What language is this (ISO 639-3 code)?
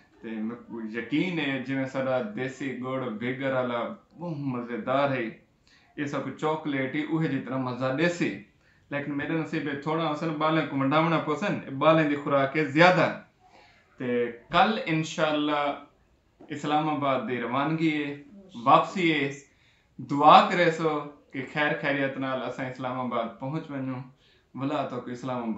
skr